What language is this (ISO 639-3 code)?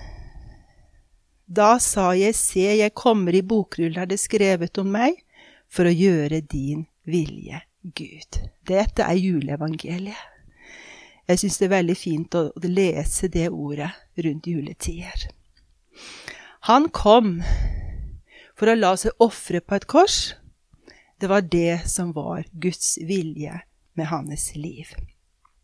nor